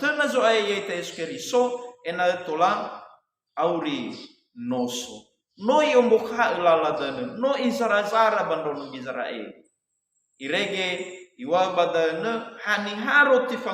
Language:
Nias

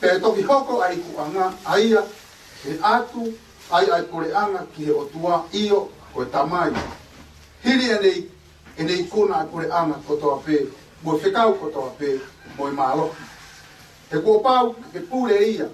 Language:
Tongan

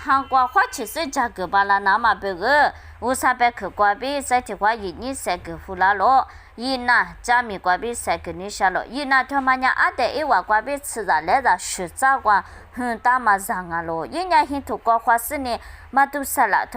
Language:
Lisu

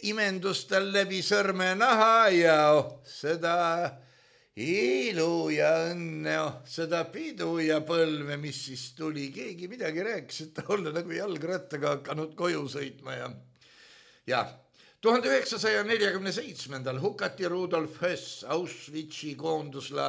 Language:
Estonian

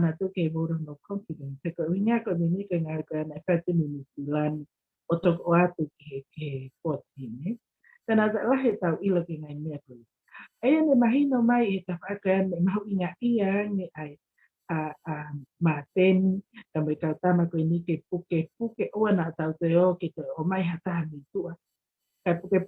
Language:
Tongan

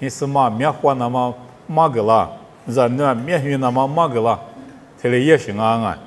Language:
Lisu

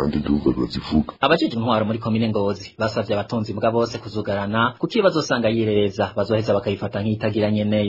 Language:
Rundi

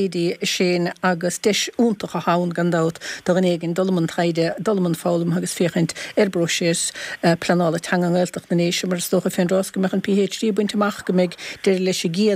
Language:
Irish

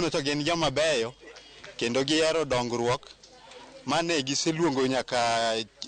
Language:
Luo (Kenya and Tanzania)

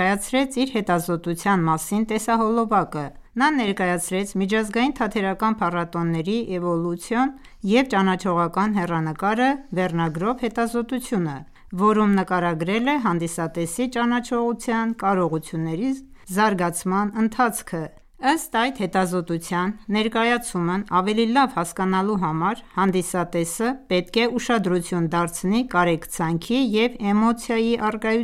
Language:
Armenian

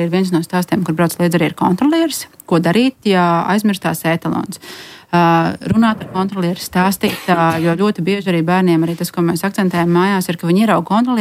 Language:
Latvian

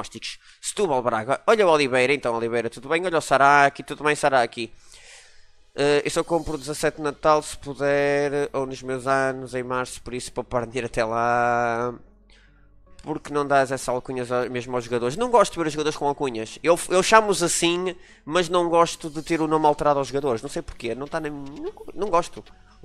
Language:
Portuguese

